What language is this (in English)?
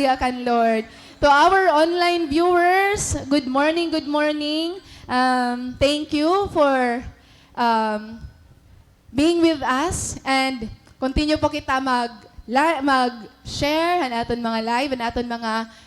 Waray